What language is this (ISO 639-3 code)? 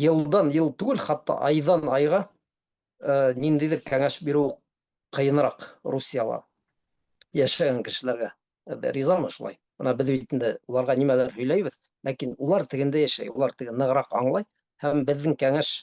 bak